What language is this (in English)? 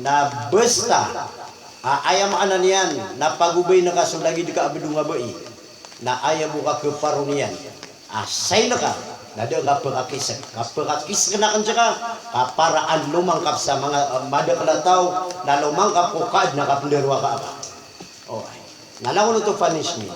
Maranao